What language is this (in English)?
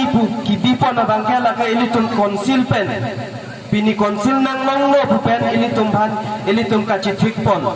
Karbi